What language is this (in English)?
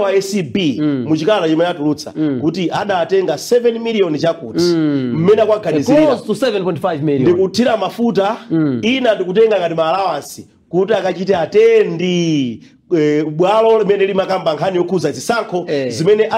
Nyanja